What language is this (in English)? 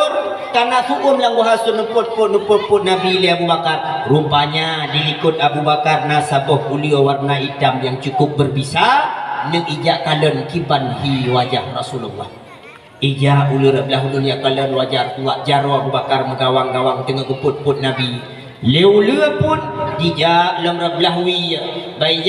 Achinese